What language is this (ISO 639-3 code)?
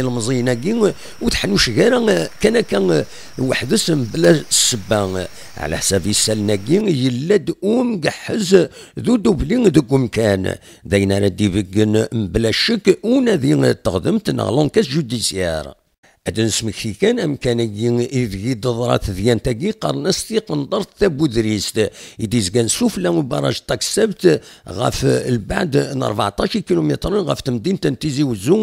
kab